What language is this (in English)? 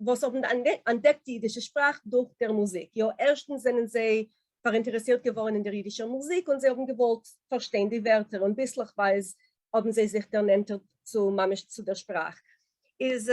Yiddish